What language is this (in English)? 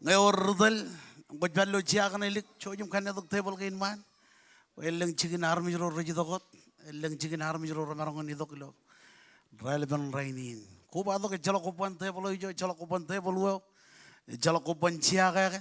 Marshallese